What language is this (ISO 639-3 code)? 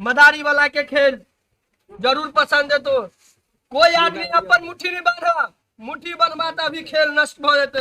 mai